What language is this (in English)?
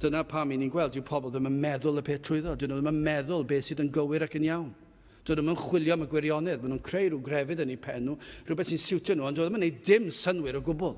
Welsh